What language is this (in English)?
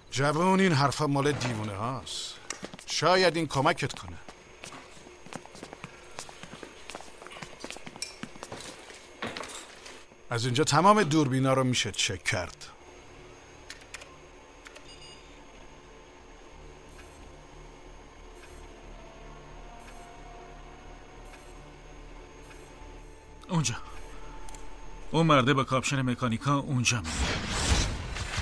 Persian